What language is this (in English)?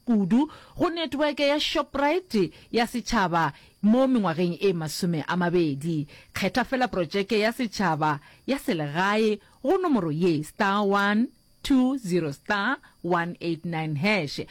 Northern Sotho